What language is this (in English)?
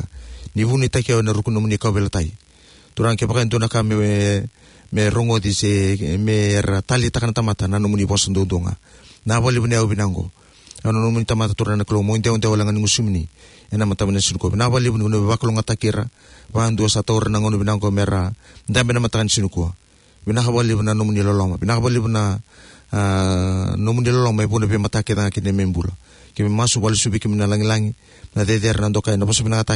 Fijian